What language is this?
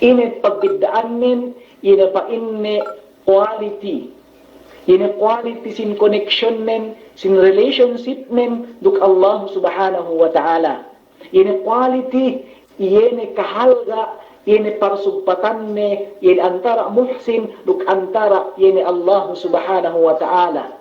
Yakan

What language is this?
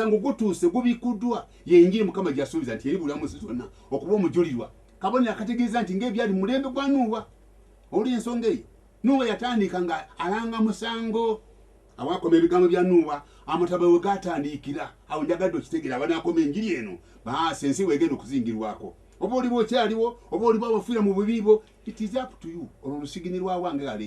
Ganda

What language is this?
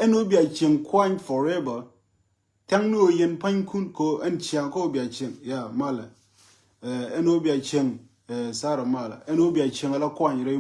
Nuer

